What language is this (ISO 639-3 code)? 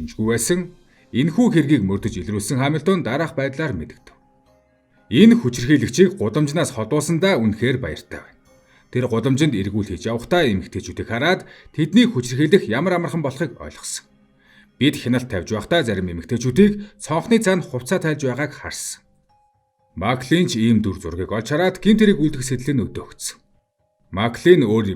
mon